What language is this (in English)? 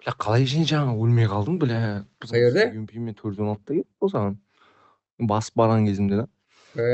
Kara-Kalpak